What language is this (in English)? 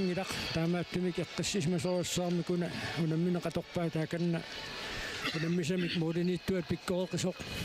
Kalaallisut